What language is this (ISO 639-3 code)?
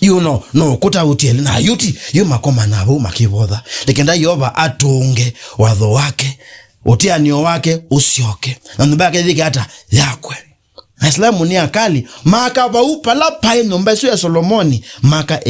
kam